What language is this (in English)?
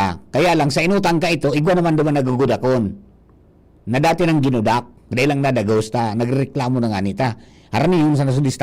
Bikol